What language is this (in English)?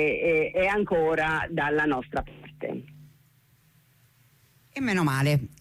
Italian